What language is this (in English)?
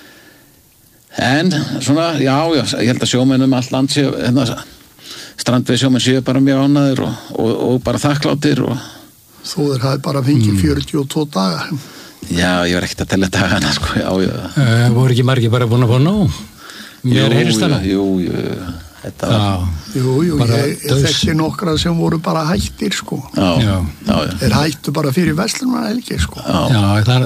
Icelandic